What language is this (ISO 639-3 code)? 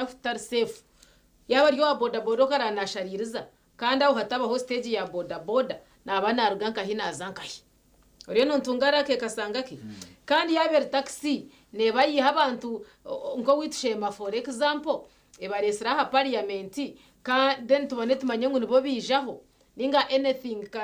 nyn